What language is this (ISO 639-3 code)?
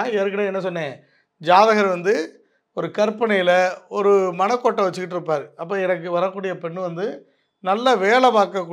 tam